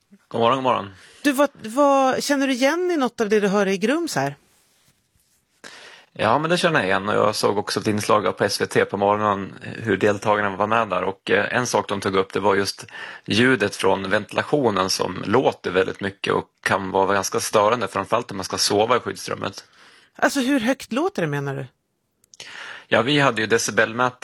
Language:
Swedish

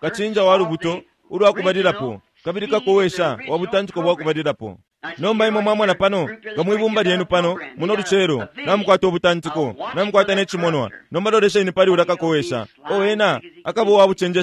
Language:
Bemba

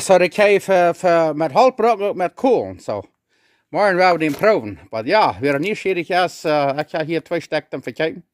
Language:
Plautdietsch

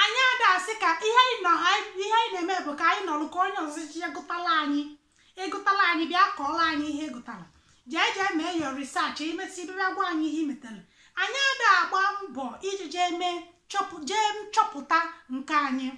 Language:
Igbo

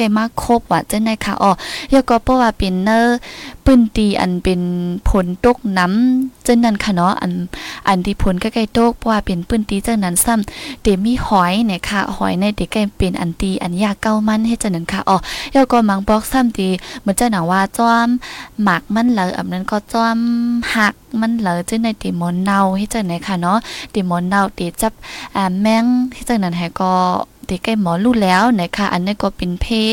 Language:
Thai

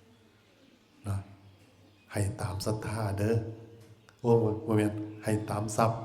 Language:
Northeastern Thai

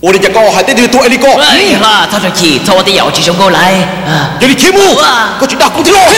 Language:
Hmong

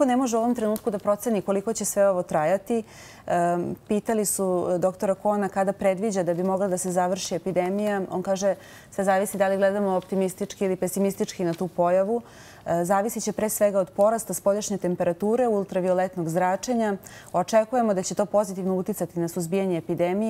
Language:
Serbian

